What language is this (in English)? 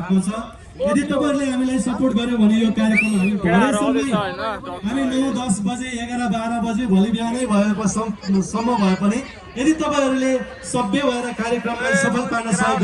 Nepali